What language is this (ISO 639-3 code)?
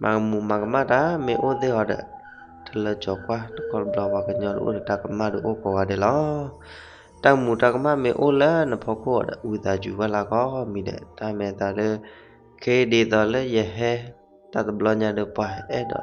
ksw